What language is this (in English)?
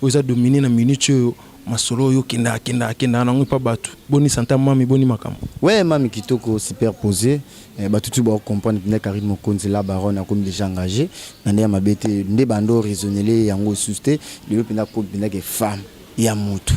Lingala